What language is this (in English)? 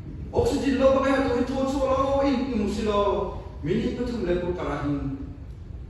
Hakha Chin